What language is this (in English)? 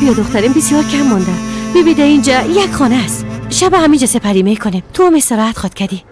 Persian